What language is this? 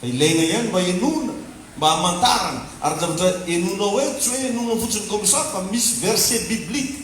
Malagasy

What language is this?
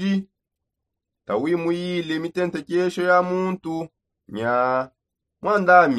Songe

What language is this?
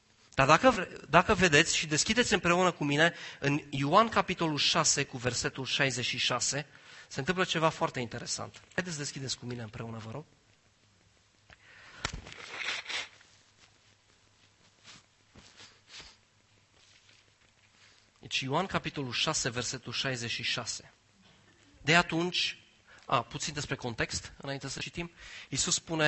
Romanian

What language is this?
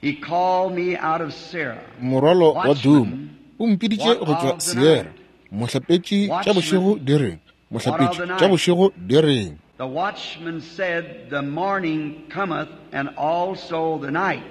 Northern Sotho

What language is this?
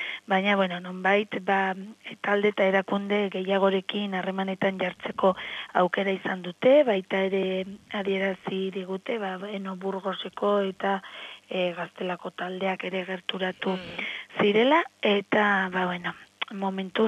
Basque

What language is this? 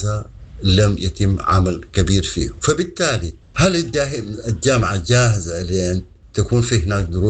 Sudanese Arabic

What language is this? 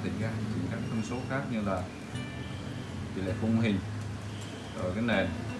Vietnamese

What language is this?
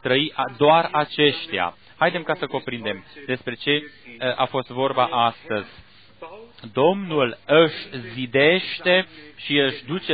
Romanian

